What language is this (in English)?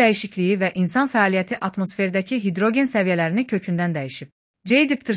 Azerbaijani